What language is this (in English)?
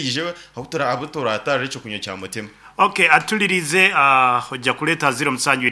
Nyankole